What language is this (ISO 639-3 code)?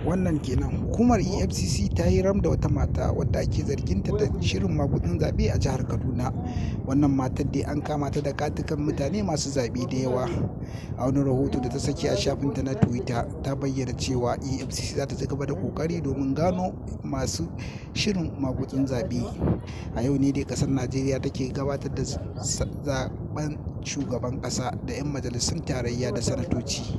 hau